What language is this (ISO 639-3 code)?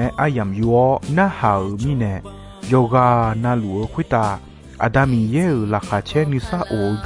ahk